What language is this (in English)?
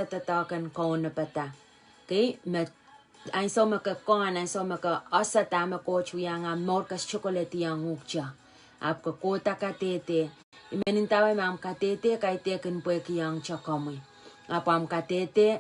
Pohnpeian